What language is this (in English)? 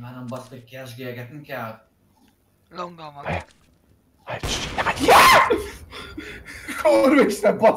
Hungarian